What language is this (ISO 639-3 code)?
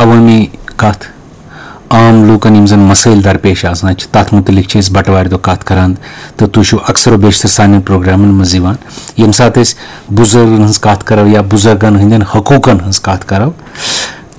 kas